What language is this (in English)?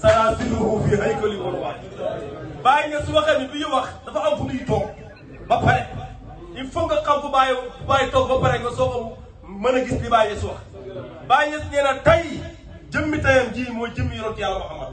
Wolof